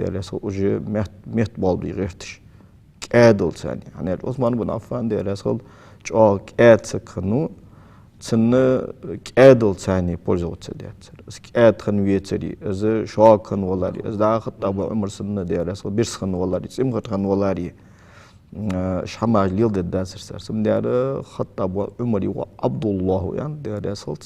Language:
Ingush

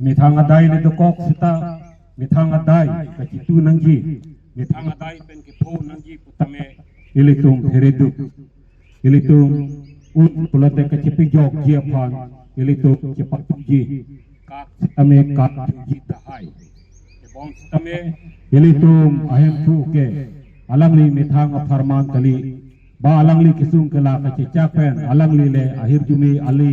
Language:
Karbi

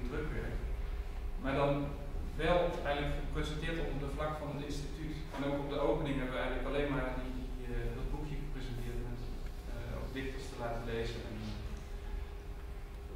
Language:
Dutch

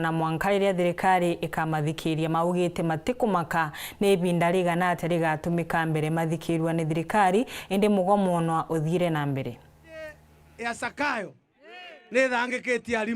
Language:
Meru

